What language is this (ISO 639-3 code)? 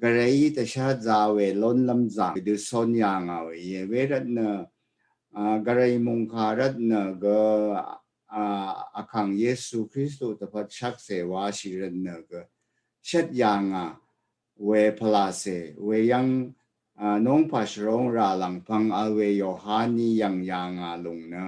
raw